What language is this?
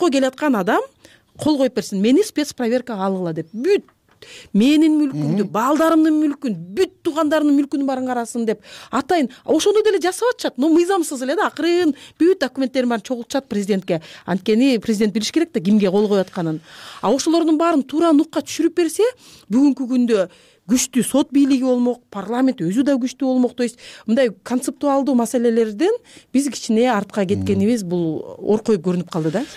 Kyrgyz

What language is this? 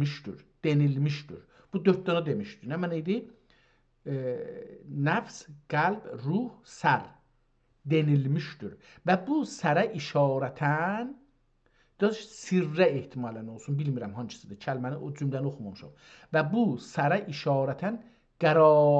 South Azerbaijani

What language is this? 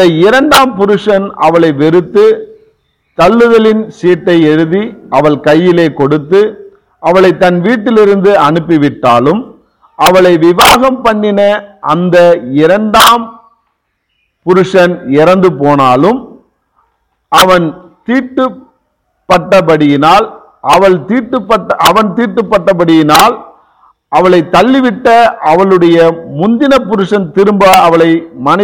Tamil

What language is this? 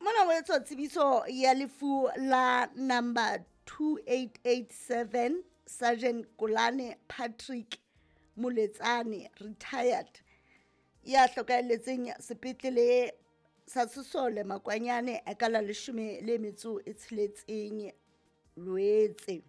Southern Sotho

